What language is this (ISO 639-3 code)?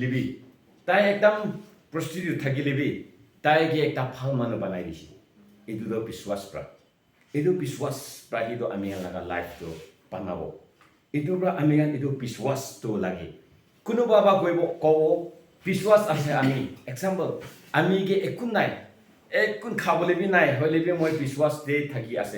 nbe